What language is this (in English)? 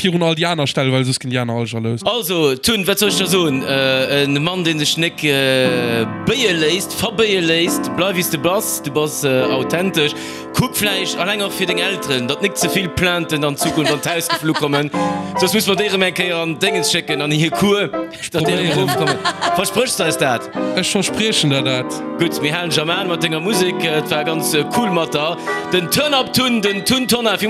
Luxembourgish